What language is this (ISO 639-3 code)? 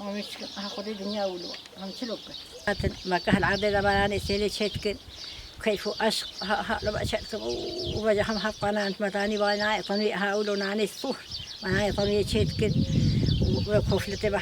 kur